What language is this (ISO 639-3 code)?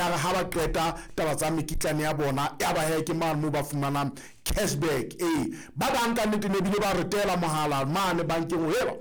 sot